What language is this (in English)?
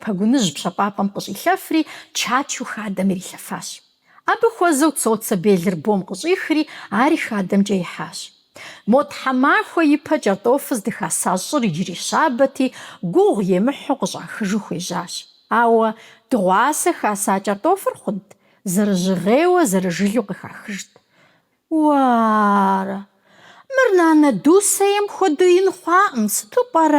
Kabardian